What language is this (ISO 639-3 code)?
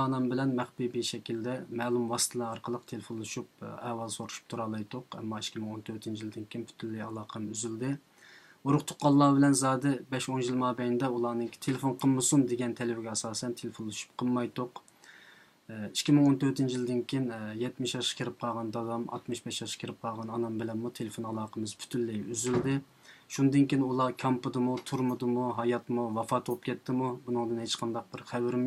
uig